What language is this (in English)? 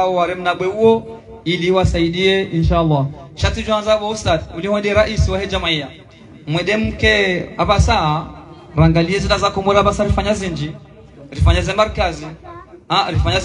Arabic